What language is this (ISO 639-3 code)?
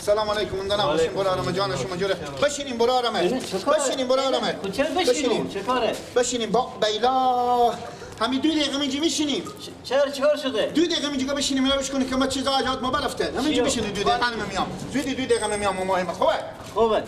fas